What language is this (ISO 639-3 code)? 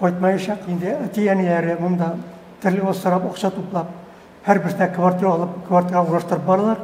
tat